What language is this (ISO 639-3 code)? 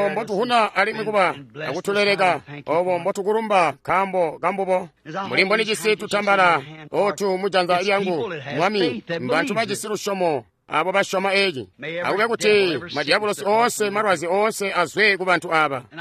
toi